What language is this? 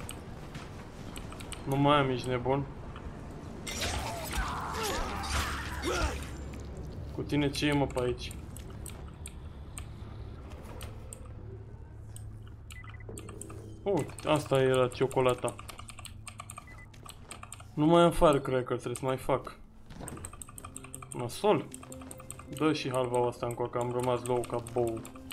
Romanian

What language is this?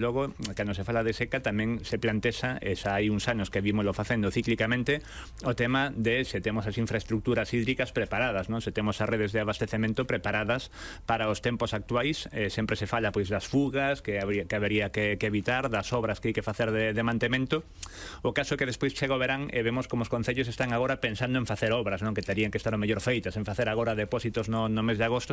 Galician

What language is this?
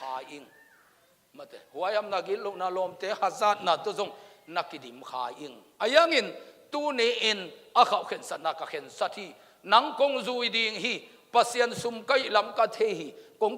Tedim Chin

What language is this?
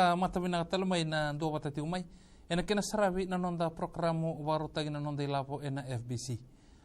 Fijian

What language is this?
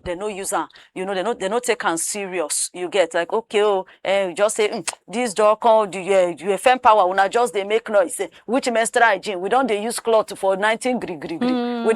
Nigerian Pidgin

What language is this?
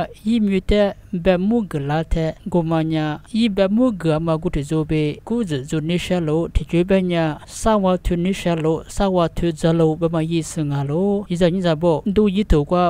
Lisu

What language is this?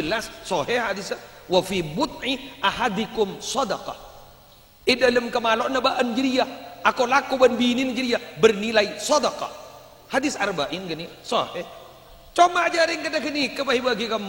Madurese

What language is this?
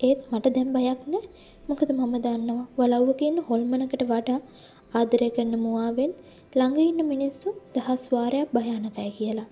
Sinhala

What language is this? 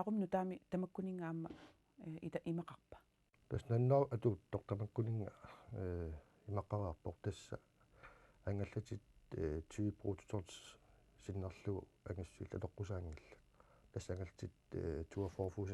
Kalaallisut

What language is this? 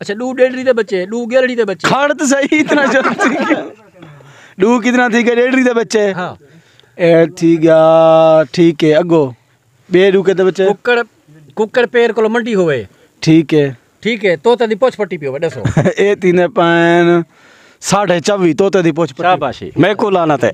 Saraiki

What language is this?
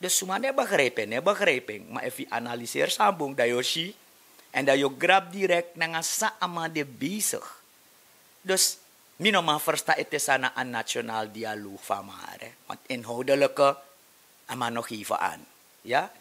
Sranan Tongo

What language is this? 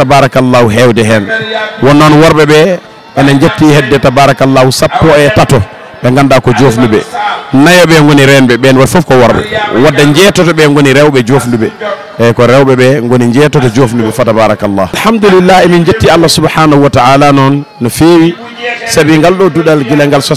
Fula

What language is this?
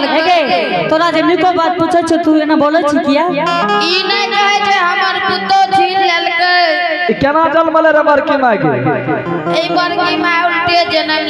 Angika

